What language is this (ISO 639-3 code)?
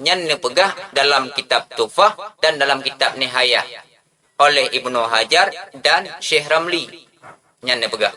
ace